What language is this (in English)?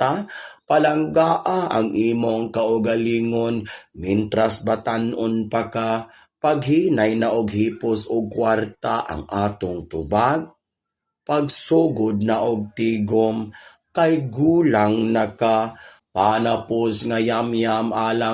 Cebuano